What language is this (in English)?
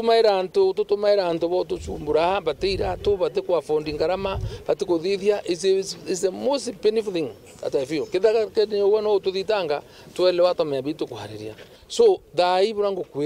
Meru